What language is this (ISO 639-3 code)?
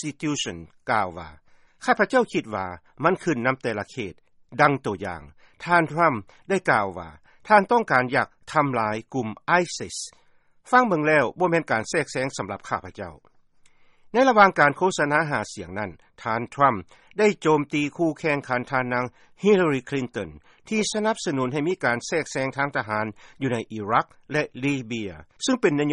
lao